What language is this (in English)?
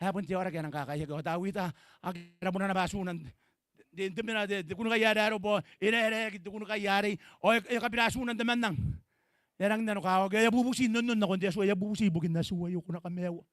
Gilbertese